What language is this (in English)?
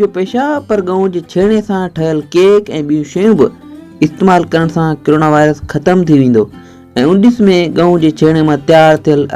Sindhi